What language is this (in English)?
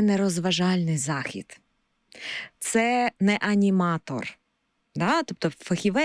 Ukrainian